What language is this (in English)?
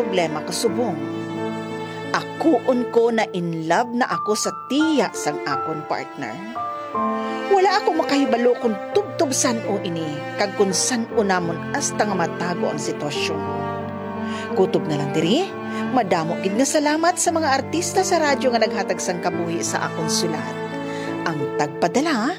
Hiligaynon